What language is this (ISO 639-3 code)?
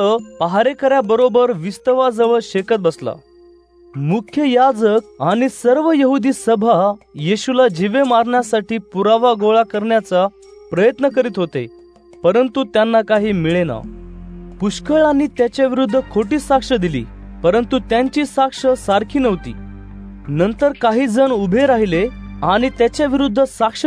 mar